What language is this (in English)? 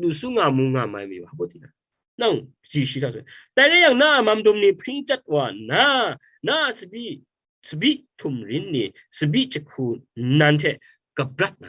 Kachin